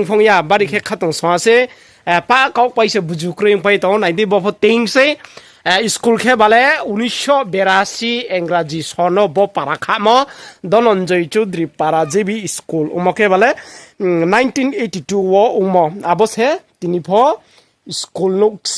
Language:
Riang (India)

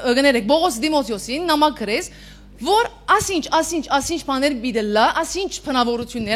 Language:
Western Armenian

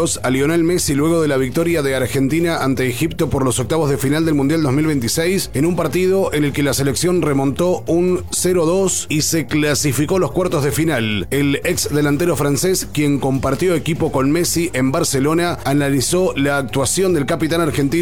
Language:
Spanish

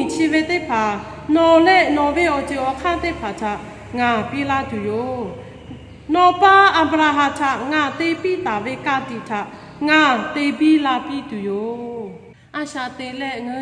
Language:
Lahu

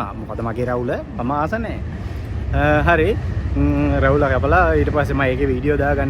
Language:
Sinhala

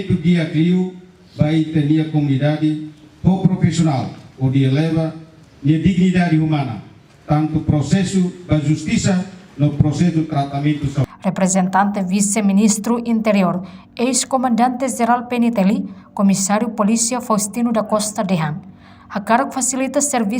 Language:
Tetum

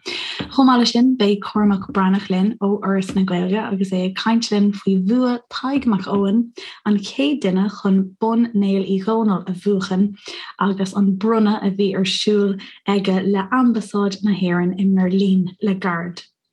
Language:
Irish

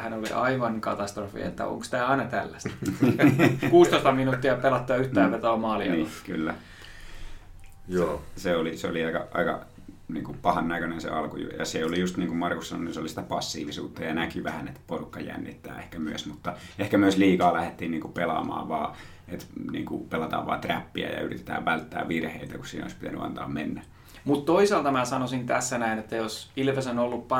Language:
Finnish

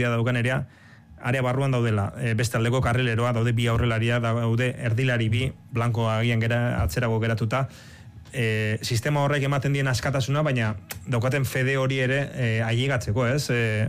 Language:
Basque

